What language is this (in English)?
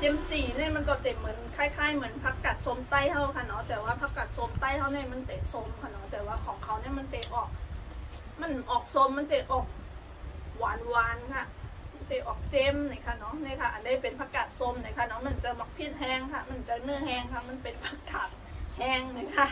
Shan